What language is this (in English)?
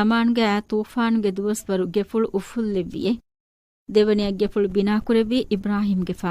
Divehi